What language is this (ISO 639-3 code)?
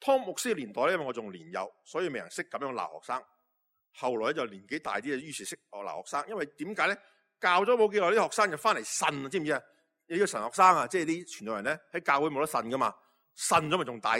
yue